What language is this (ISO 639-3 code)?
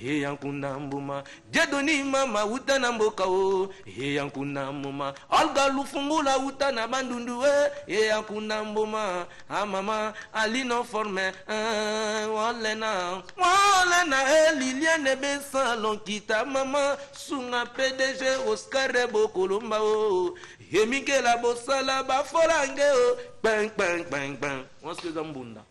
lin